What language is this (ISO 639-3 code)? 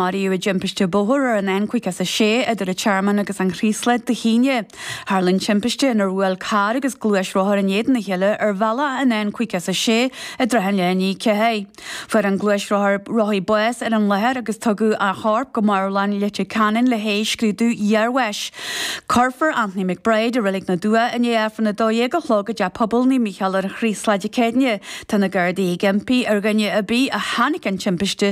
gle